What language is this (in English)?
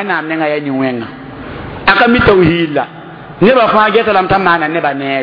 Mossi